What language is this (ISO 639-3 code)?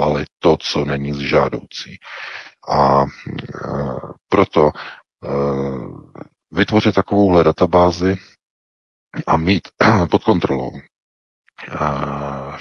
ces